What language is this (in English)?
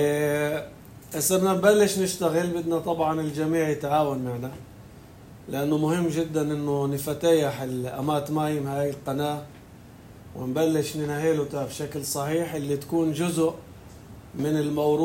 North Levantine Arabic